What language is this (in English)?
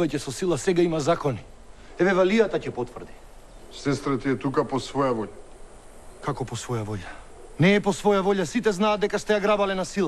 Macedonian